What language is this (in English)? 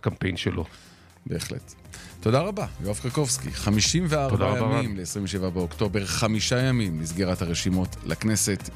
Hebrew